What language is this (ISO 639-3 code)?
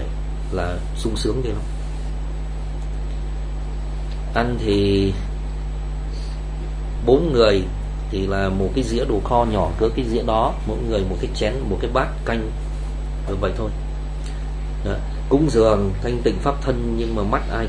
vie